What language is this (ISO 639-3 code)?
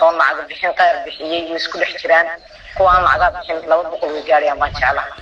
som